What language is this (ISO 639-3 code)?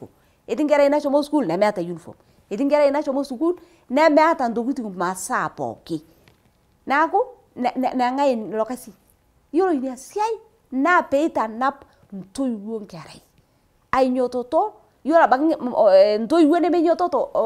mas